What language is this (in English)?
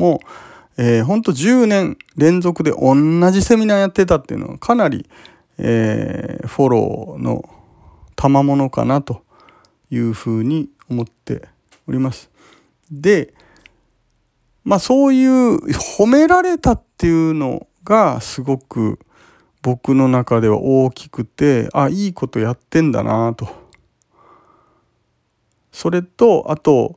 Japanese